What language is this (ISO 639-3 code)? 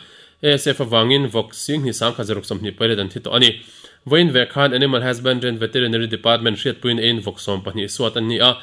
lus